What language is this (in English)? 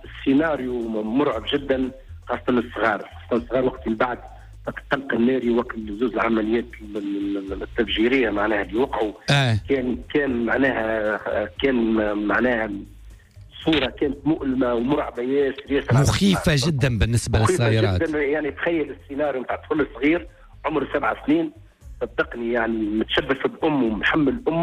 Tunisian Arabic